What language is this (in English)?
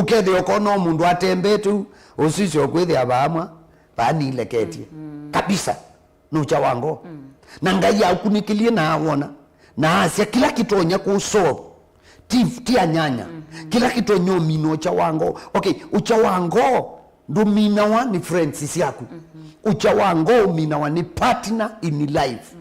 Kamba